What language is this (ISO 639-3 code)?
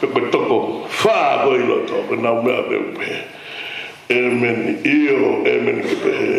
ton